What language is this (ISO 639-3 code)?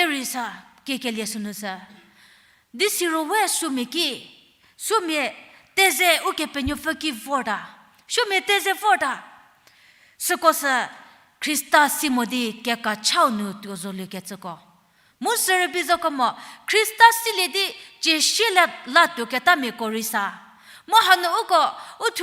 njm